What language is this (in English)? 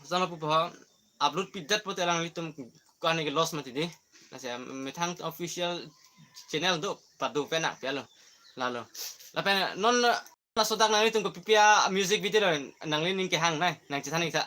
Karbi